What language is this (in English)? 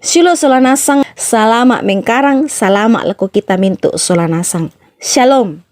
Toraja-Sa'dan